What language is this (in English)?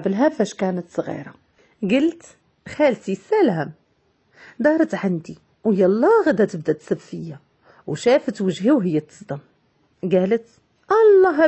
Moroccan Arabic